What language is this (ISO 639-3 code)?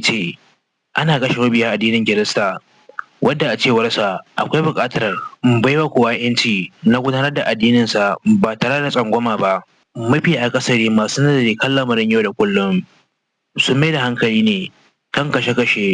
hau